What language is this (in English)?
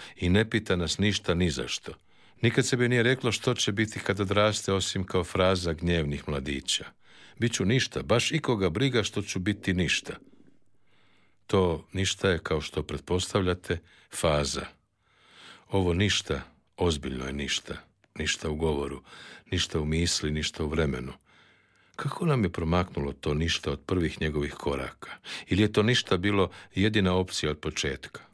Croatian